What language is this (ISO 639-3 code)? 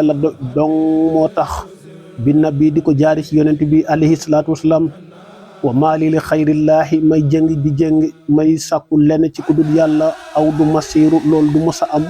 wol